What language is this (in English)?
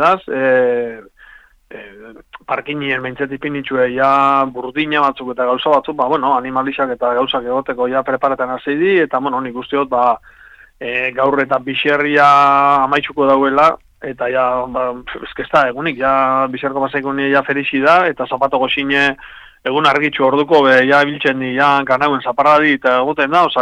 Basque